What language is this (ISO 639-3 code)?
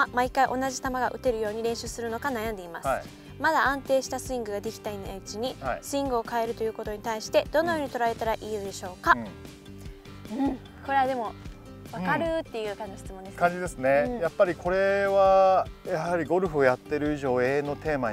jpn